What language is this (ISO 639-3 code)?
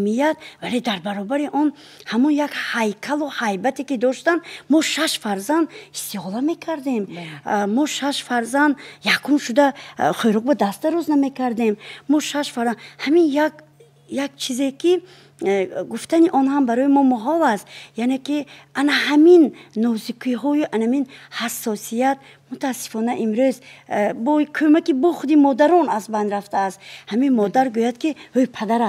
tgk